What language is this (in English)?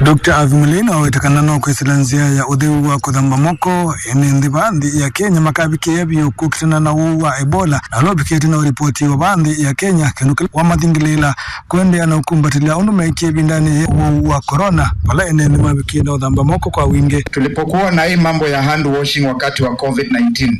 Kamba